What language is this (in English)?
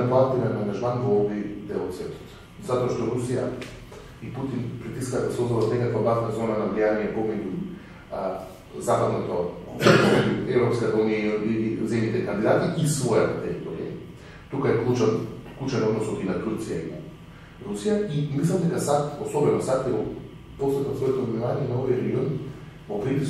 Macedonian